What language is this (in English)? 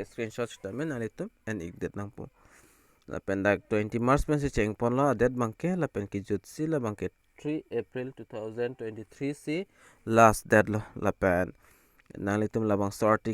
Karbi